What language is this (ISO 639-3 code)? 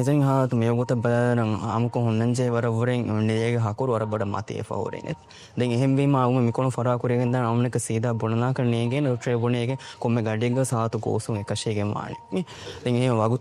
div